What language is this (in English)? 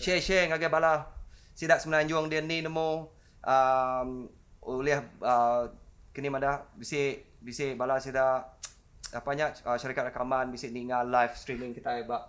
Iban